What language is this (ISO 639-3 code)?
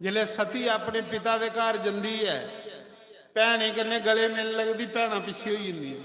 doi